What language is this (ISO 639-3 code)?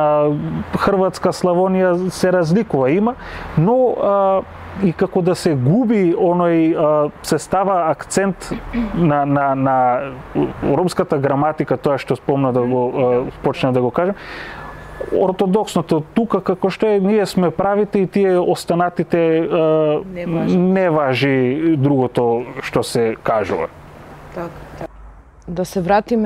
mkd